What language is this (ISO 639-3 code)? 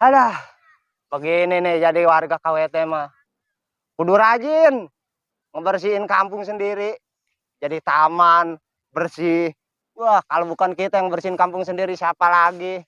bew